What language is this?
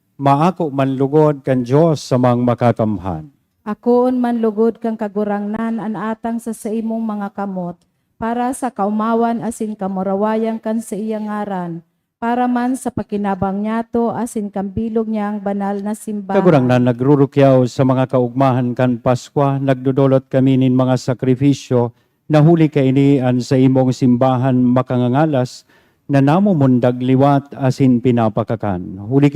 Bikol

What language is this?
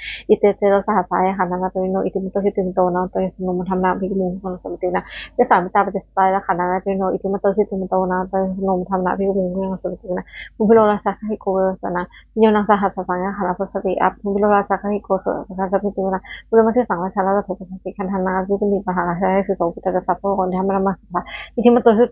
Pali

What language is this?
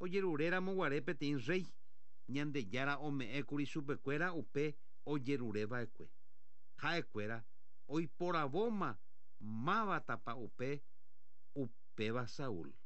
Guarani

